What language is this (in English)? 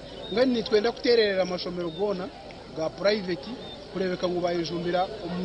Nyankole